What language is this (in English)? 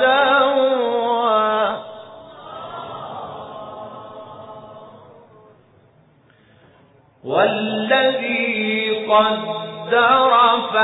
Arabic